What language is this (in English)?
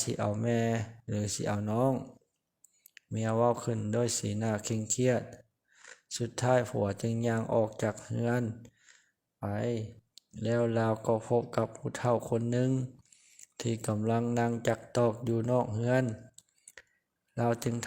Lao